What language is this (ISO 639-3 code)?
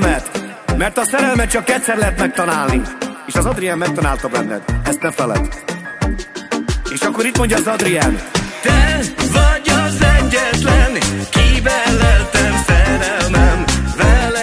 hun